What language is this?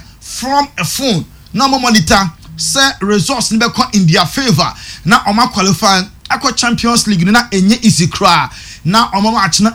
Akan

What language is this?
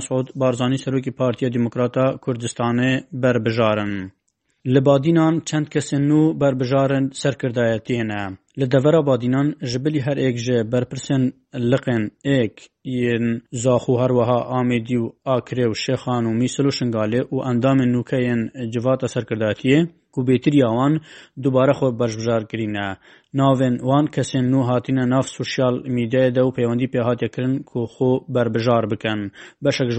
Kurdish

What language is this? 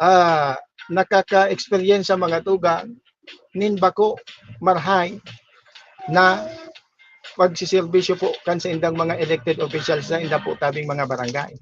Bikol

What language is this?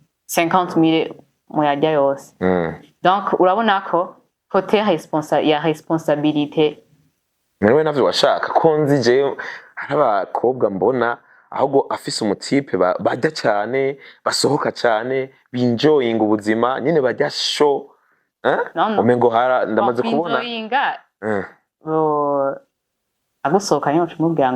Rundi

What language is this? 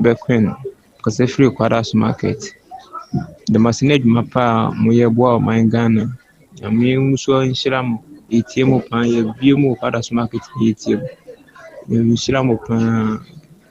Akan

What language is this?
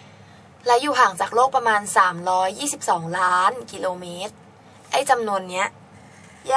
Thai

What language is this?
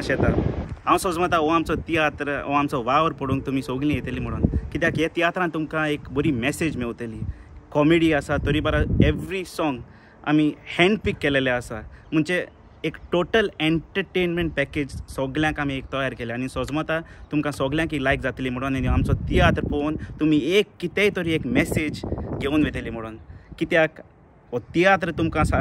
Konkani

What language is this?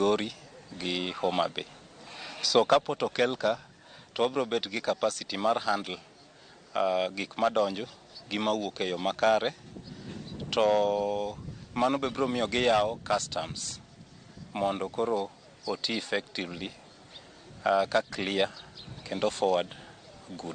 Luo (Kenya and Tanzania)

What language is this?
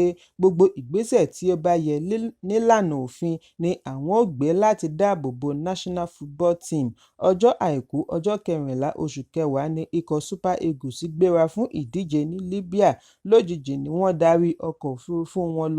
Yoruba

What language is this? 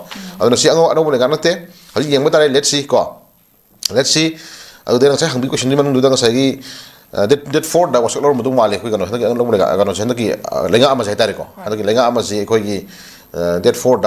Manipuri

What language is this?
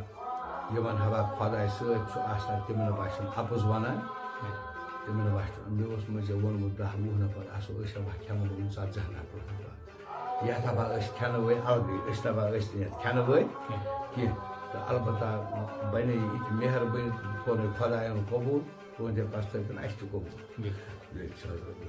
Kashmiri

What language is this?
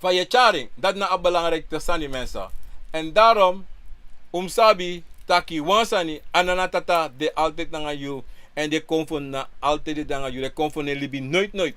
Sranan Tongo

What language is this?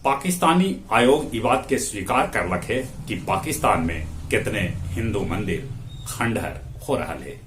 Magahi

